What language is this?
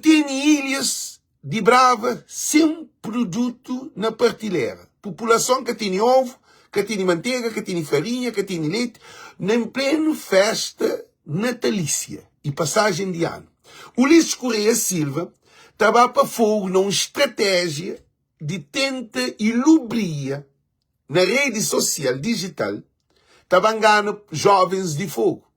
Kabuverdianu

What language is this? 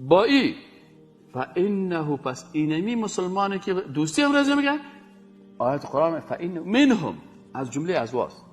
Persian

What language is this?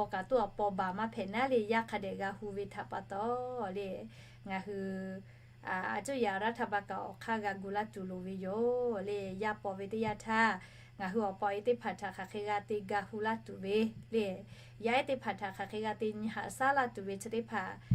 Lahu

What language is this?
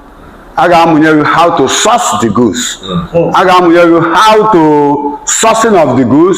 Igbo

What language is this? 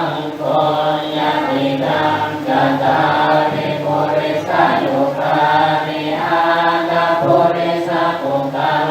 Pali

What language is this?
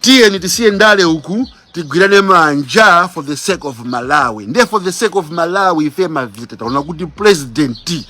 Nyanja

